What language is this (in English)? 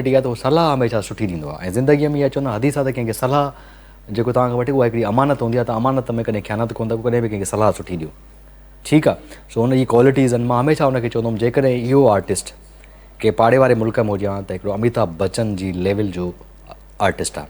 Sindhi